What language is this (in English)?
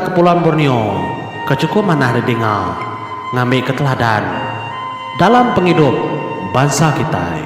Iban